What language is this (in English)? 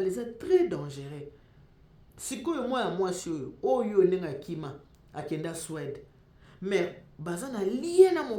Lingala